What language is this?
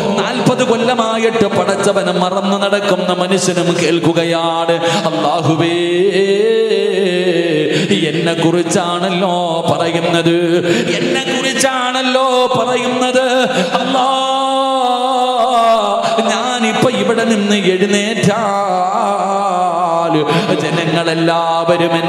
Malayalam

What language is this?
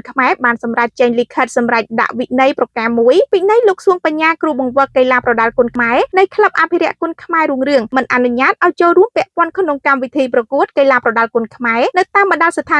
Khmer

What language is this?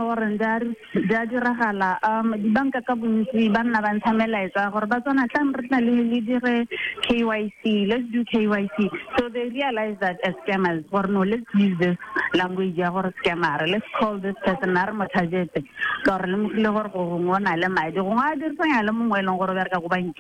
Tswana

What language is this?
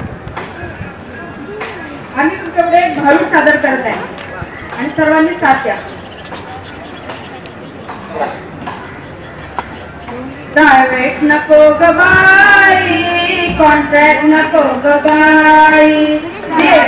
Marathi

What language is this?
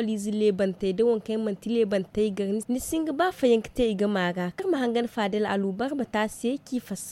Zarma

